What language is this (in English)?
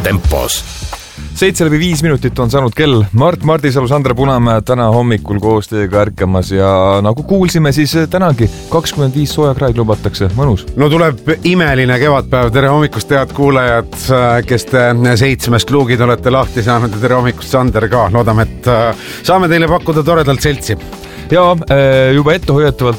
Estonian